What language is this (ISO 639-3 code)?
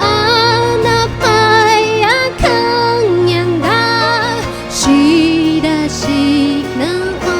tay